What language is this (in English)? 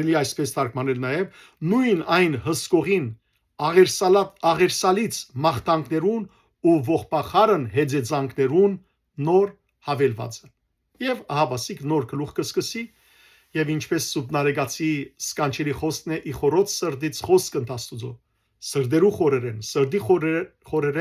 Western Armenian